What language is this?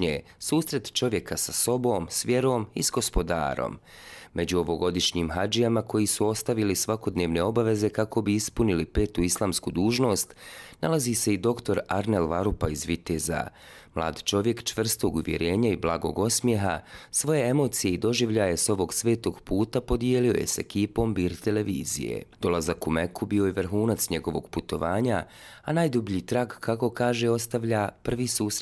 Bosnian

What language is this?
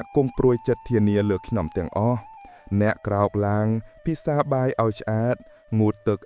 Khmer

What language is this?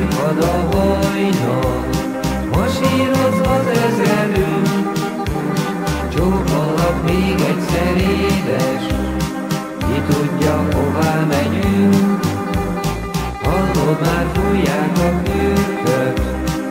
Hungarian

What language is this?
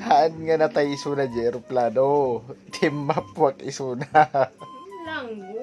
Iloko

